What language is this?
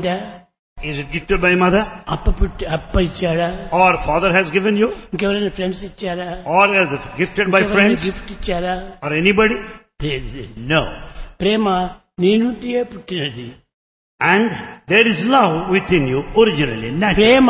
Telugu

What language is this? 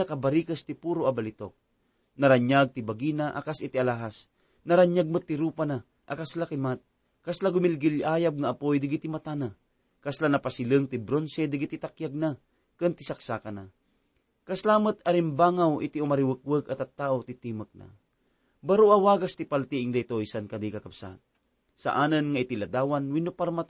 Iloko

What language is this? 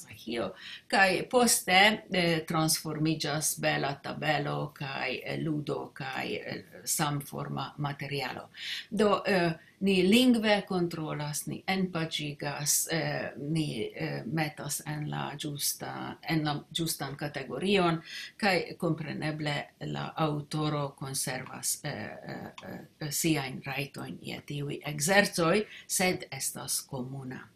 Esperanto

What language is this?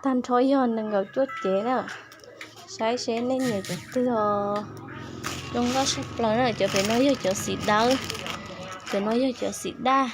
Hmong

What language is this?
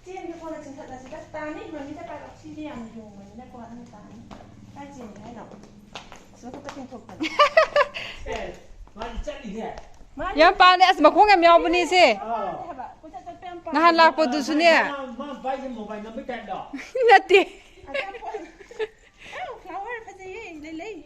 Manipuri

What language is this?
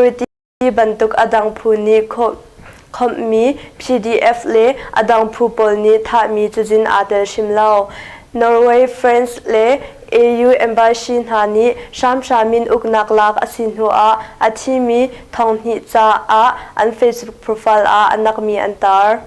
Hakha Chin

